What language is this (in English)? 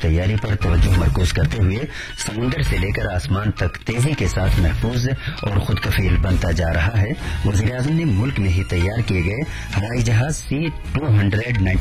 Urdu